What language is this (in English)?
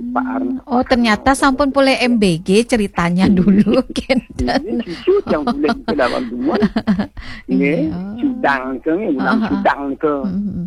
Balinese